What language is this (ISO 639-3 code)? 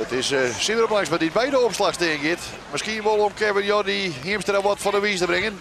fry